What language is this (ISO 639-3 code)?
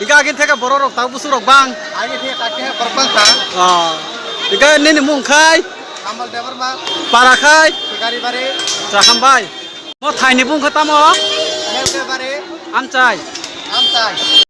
trp